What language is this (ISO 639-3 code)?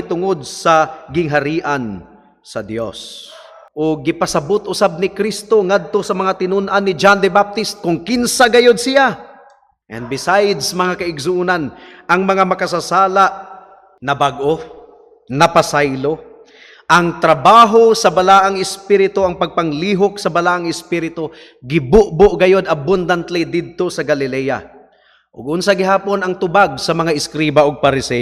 ceb